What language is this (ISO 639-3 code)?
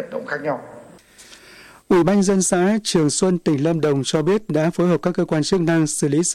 vie